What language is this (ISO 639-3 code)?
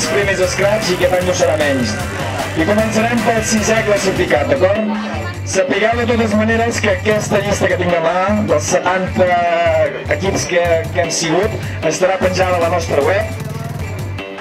cat